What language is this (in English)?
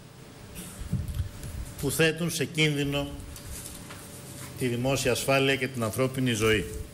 Greek